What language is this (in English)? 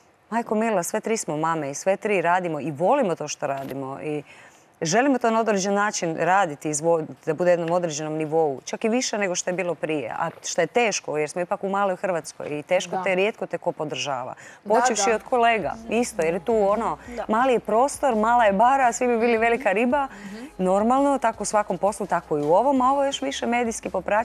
Croatian